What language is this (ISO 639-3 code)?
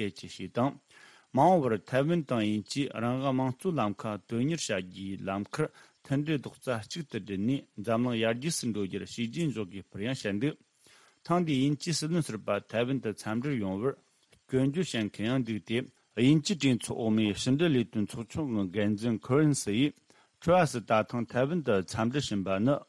bod